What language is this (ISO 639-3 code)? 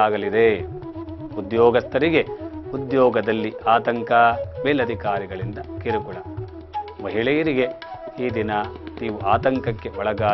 kan